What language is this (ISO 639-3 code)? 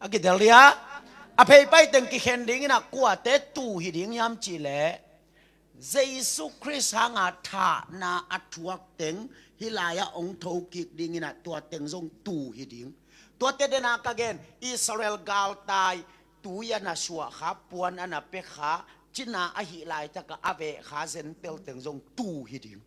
ctd